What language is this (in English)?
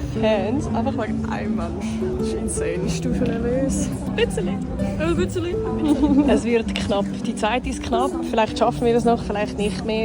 Swiss German